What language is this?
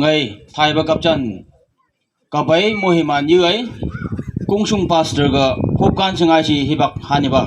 Phom Naga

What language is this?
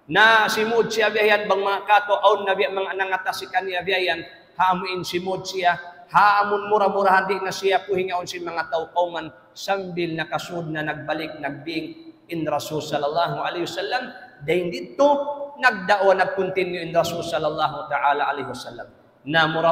Tausug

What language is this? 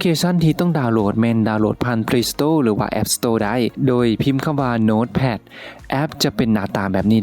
Lao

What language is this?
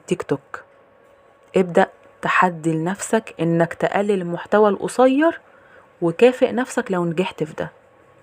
Egyptian Arabic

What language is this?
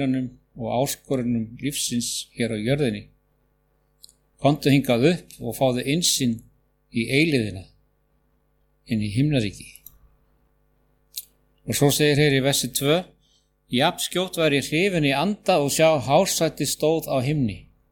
Icelandic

